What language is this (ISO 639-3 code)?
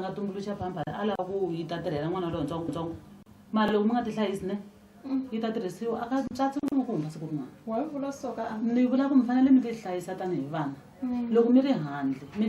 tso